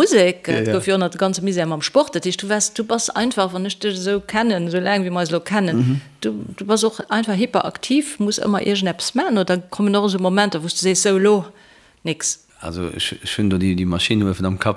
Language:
Luxembourgish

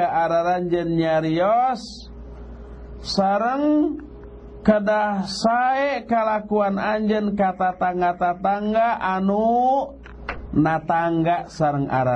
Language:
Sundanese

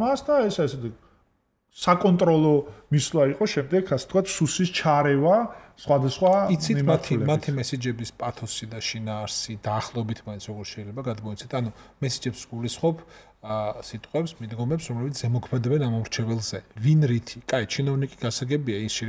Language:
Georgian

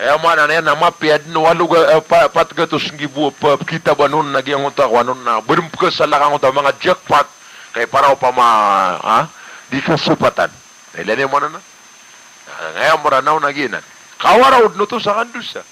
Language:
Maranao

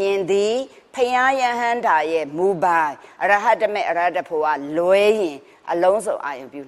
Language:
Burmese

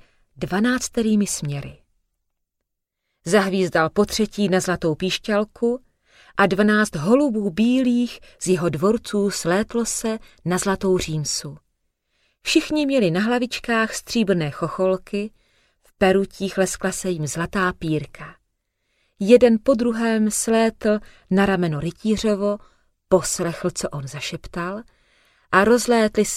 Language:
Czech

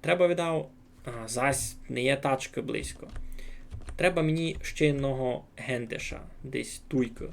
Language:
Rusyn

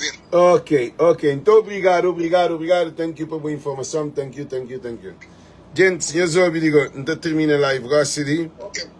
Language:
Kabuverdianu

